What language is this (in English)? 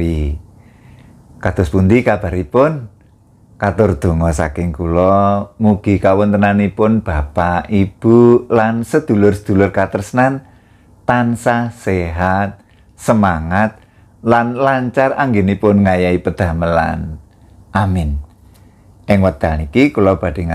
Javanese